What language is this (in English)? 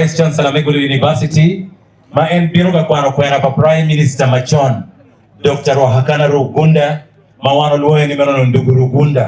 Acoli